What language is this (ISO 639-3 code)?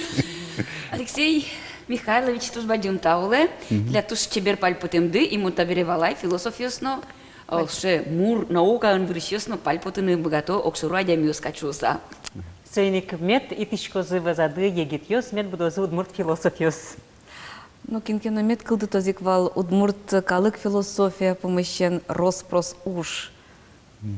udm